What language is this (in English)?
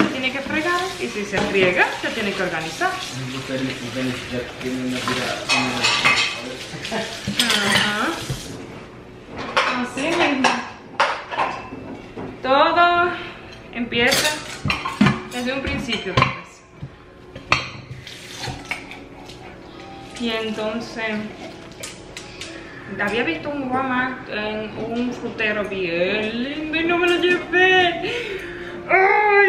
Spanish